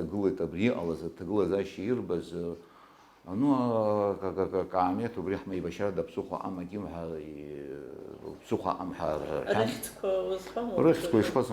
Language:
Abkhazian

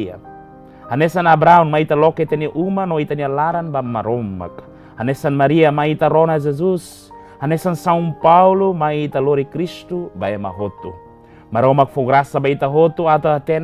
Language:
Tetum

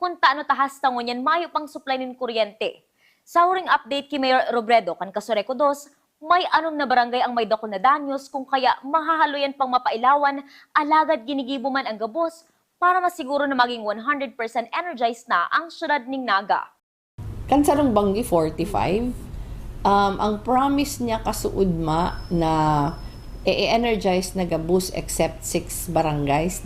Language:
Bikol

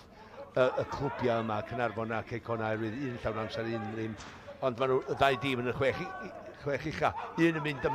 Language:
Welsh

